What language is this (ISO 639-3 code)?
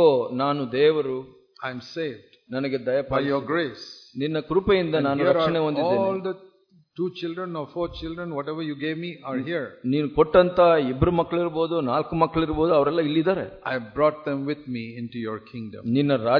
kan